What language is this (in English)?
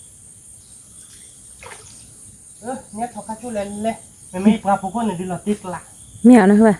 S'gaw Karen